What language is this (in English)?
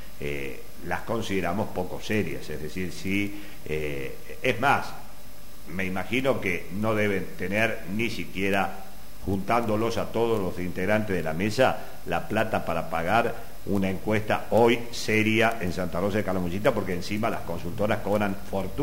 Spanish